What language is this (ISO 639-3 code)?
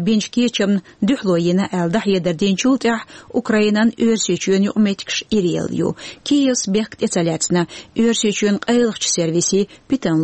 che